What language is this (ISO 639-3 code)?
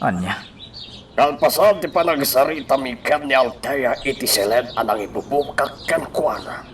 ilo